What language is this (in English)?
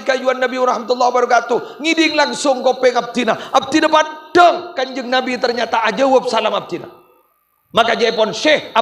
Madurese